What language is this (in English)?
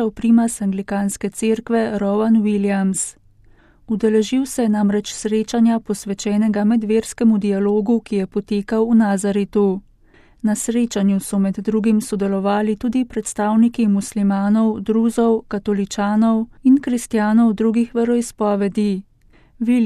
Slovenian